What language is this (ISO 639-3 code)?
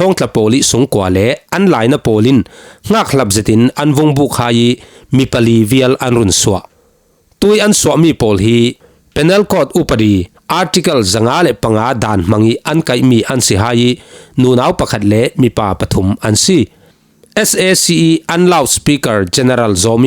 cfm